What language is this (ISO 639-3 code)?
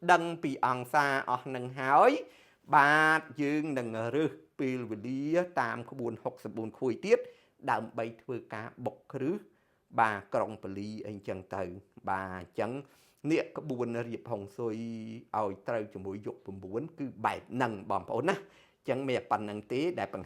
khm